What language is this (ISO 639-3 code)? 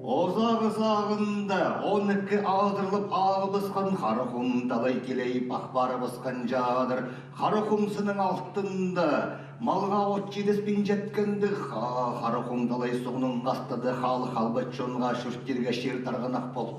kjh